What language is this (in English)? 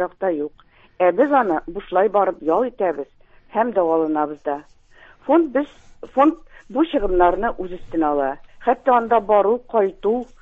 Tatar